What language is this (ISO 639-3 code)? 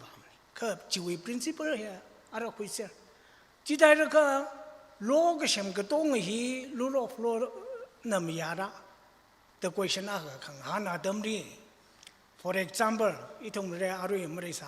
nmf